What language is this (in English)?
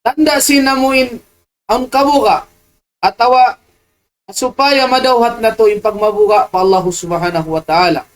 Tausug